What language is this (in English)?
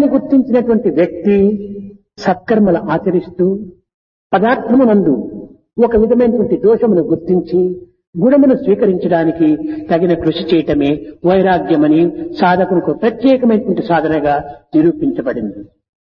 Telugu